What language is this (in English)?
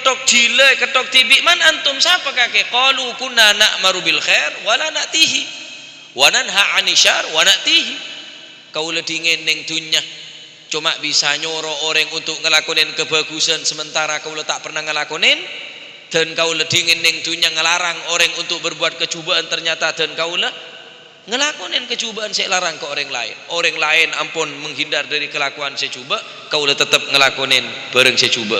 Madurese